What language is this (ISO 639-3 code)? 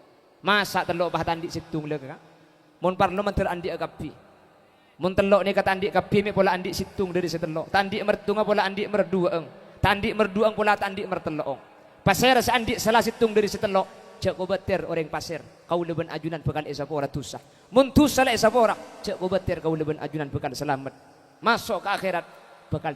mad